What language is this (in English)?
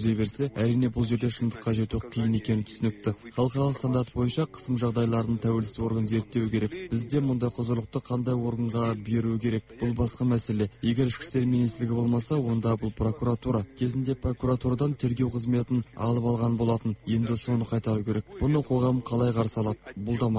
Kazakh